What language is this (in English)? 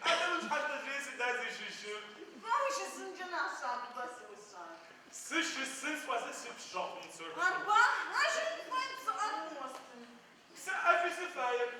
Adyghe